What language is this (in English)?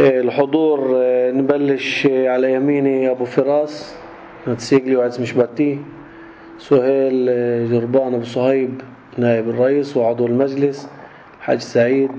North Levantine Arabic